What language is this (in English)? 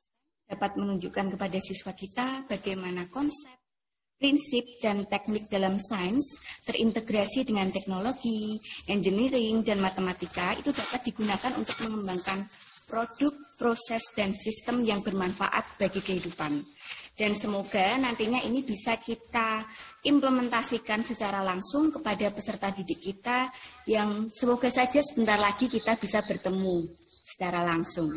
Indonesian